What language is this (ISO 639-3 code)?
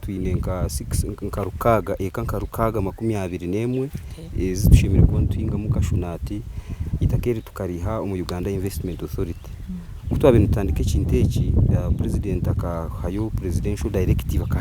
nyn